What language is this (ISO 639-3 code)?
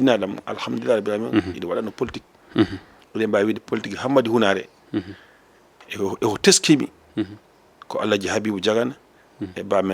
ful